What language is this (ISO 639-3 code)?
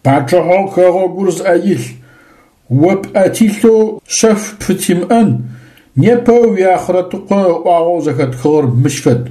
ady